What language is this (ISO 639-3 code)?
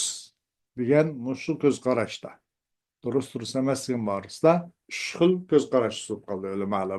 uig